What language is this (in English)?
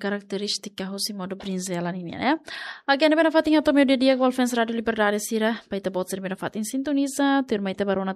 Tetum